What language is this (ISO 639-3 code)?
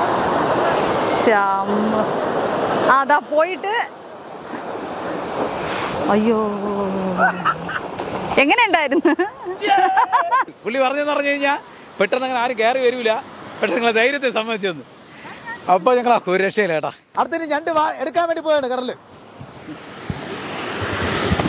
mal